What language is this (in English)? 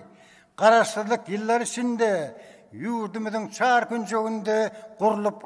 Turkmen